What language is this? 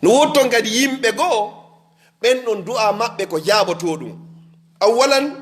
Fula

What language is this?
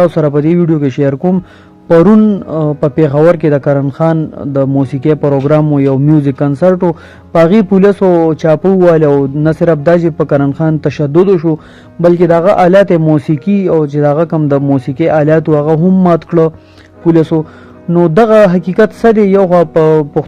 Pashto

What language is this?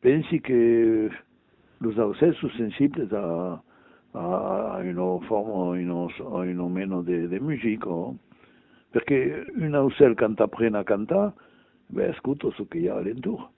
Occitan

